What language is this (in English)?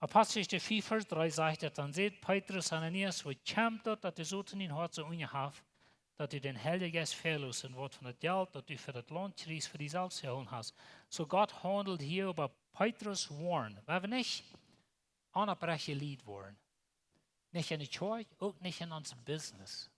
Plautdietsch